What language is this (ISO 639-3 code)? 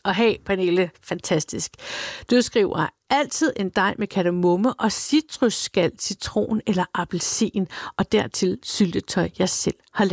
dan